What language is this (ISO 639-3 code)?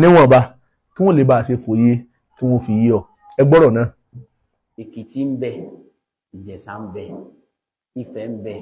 yor